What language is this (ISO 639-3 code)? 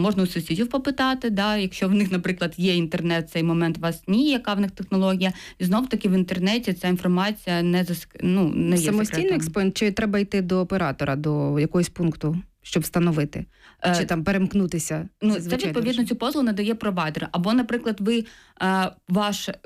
ukr